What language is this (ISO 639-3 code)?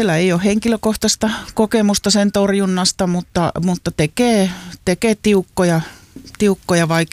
fin